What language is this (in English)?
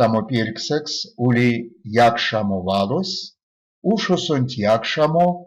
Erzya